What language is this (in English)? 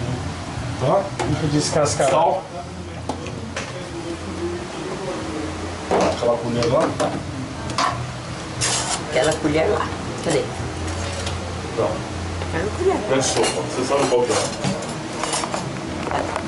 Portuguese